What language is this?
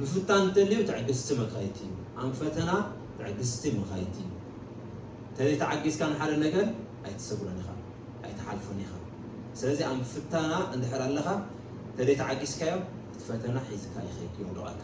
Tigrinya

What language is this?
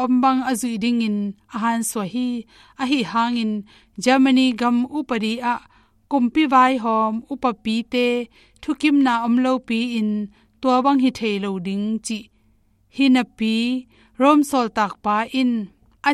Tedim Chin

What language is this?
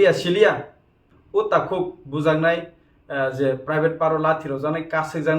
Kok Borok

